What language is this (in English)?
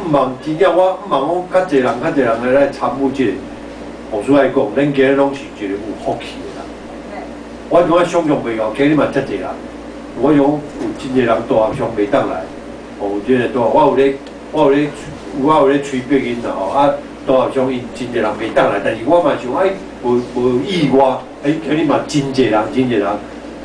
Min Nan Chinese